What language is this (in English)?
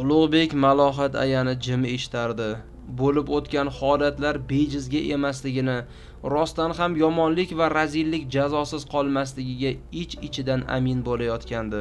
Uzbek